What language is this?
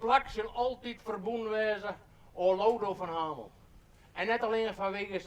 Western Frisian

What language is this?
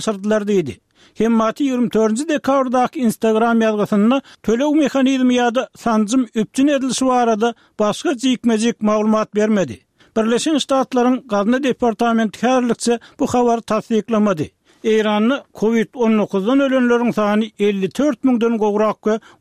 Turkmen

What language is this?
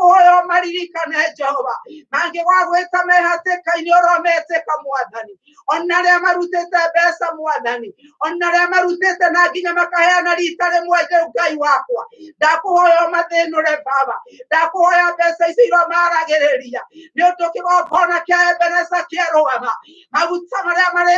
Kikuyu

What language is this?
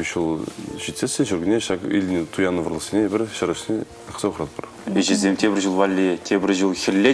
Chuvash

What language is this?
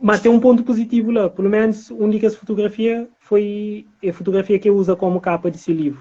Kabuverdianu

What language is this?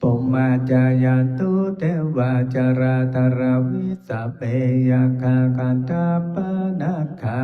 Pali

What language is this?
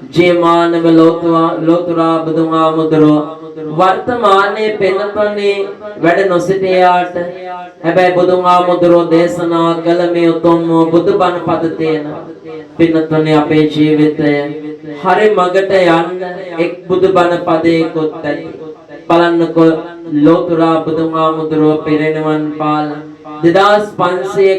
Sinhala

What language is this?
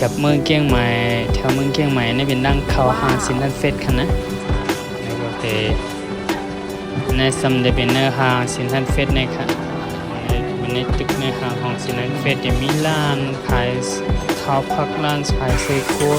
Shan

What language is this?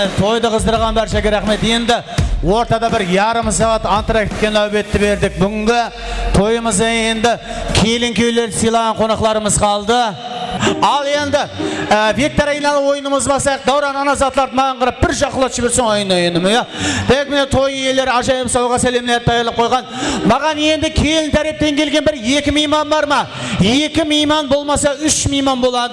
Kara-Kalpak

